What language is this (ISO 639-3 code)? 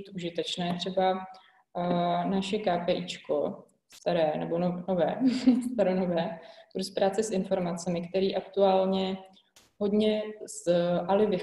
ces